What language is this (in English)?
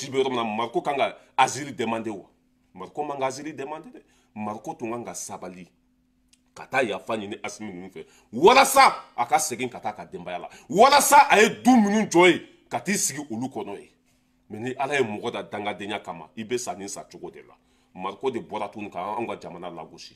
Bambara